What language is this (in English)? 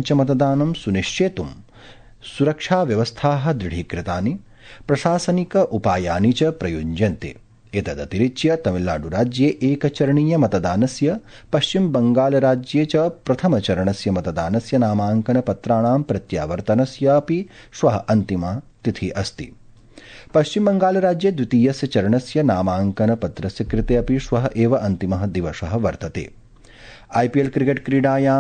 Sanskrit